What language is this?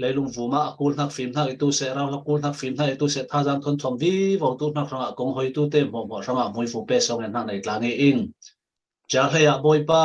Falam Chin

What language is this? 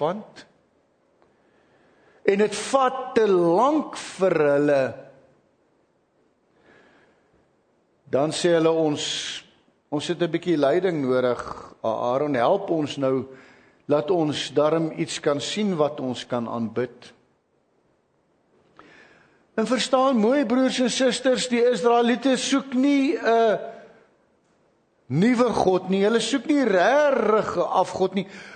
Afrikaans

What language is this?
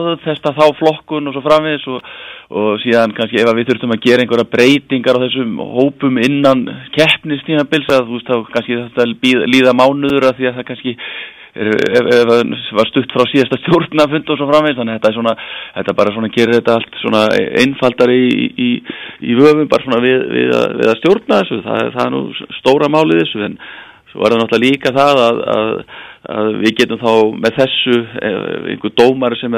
Icelandic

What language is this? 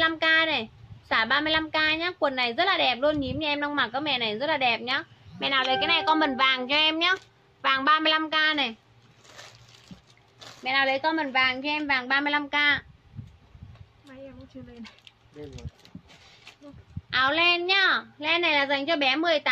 Vietnamese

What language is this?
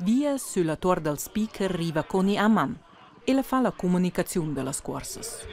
Romansh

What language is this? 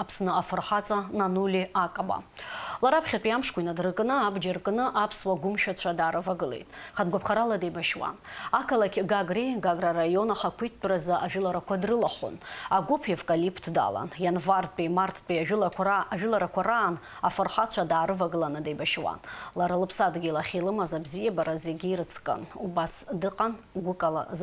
Abkhazian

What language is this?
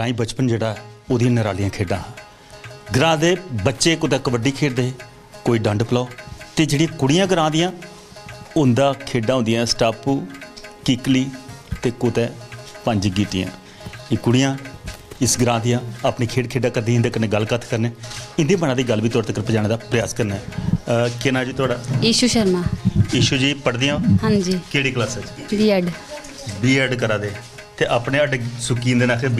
Dogri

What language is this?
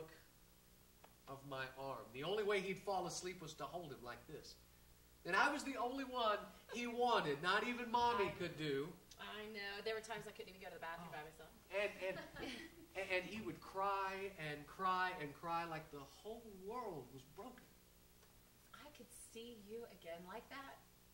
English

